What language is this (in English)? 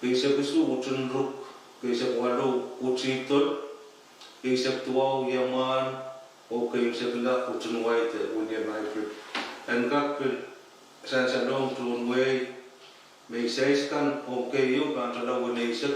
Pohnpeian